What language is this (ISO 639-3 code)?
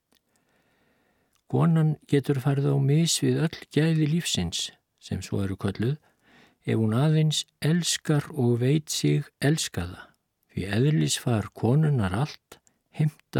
isl